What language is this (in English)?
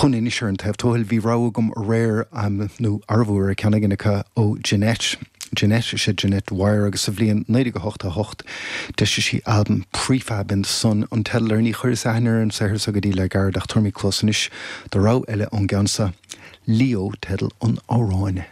Irish